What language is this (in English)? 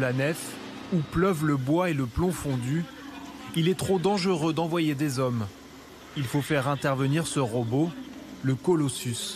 French